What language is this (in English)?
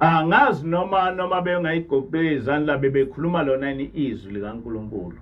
Zulu